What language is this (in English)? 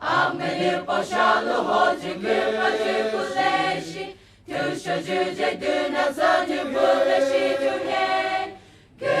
Poumei Naga